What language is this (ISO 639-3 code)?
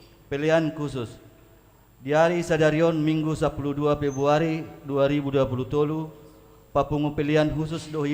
bbc